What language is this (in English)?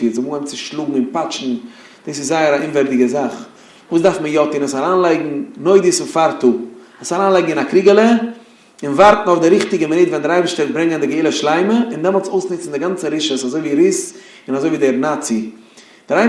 Yiddish